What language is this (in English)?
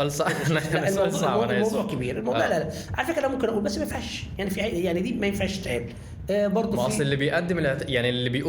Egyptian Arabic